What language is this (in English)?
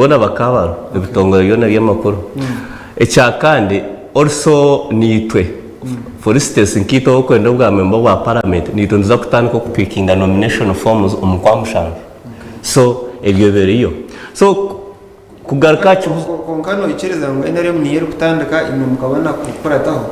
Nyankole